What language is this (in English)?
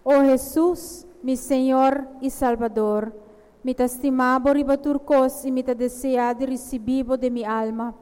Papiamento